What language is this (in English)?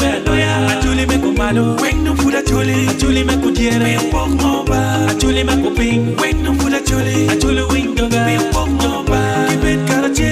Acoli